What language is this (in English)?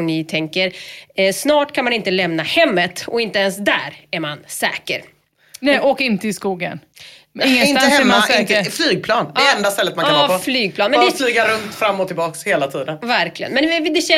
Swedish